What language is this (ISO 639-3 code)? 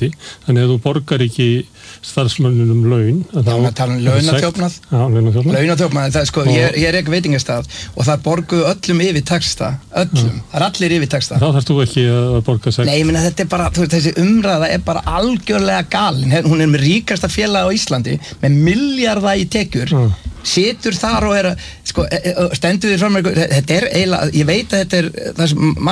isl